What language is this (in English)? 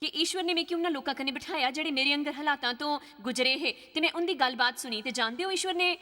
Dogri